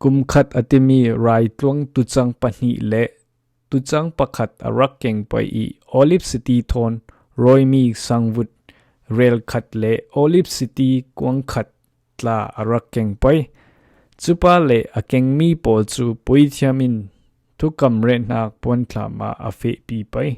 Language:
Falam Chin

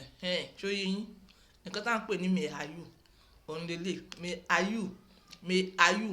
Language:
Yoruba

